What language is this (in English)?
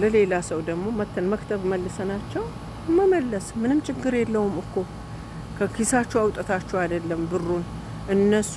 Amharic